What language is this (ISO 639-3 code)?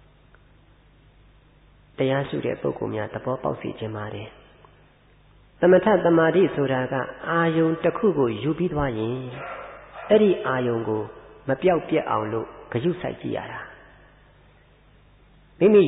mya